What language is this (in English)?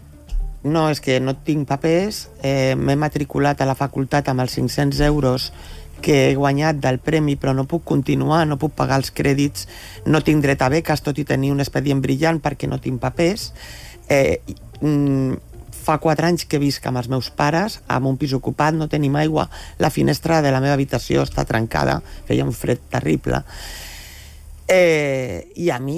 Catalan